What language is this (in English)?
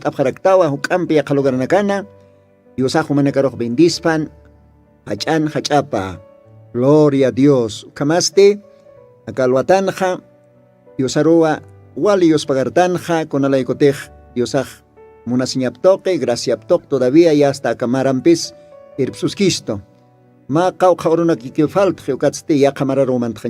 Aymara